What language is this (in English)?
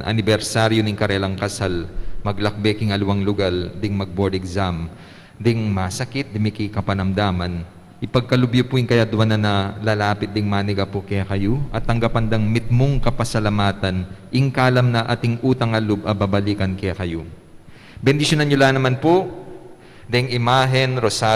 Pampanga